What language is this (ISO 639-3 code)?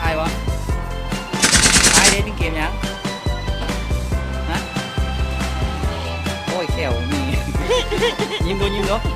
lao